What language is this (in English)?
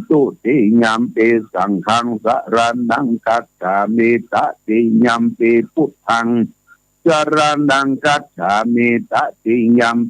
Pali